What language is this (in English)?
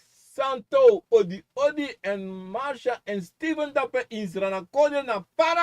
Sranan Tongo